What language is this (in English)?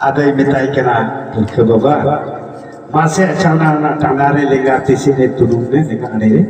Santali